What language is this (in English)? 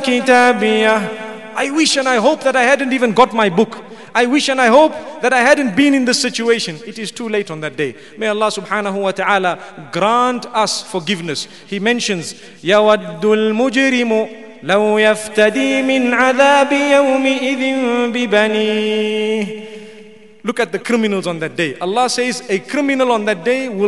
English